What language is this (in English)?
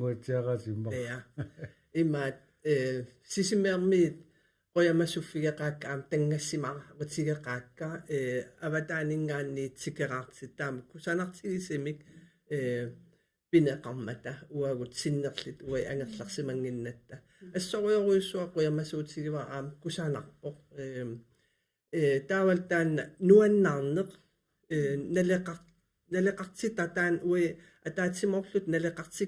Kalaallisut